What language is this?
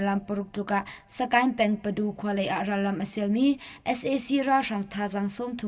Hakha Chin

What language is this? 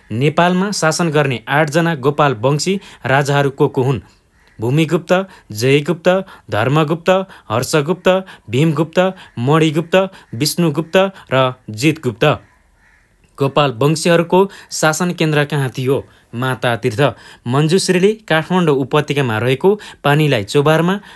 Nepali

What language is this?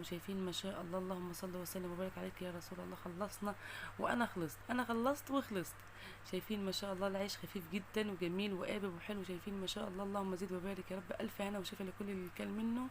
Egyptian Arabic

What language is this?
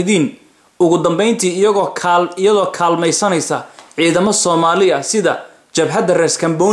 Somali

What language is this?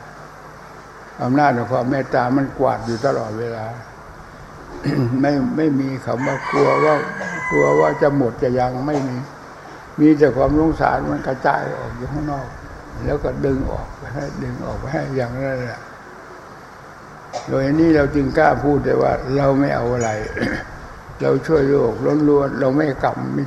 Thai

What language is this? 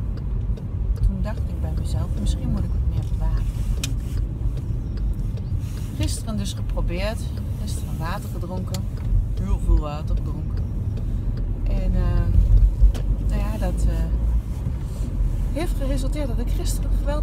Dutch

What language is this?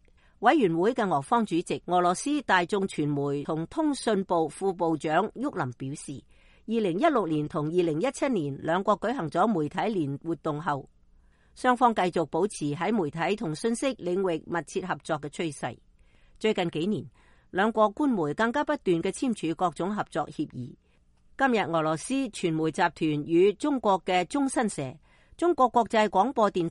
Cantonese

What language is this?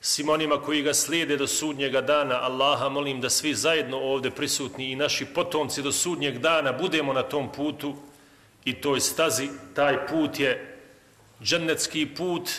Bosnian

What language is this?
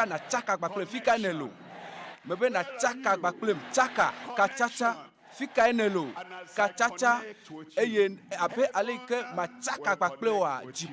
Ewe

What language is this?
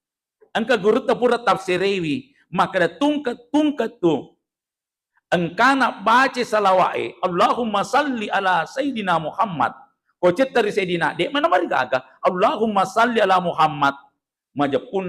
Buginese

